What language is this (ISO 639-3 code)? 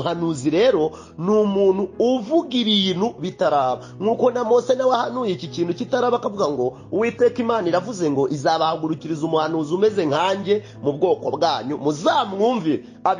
kin